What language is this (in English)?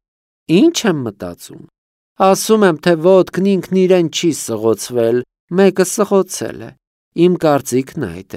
Armenian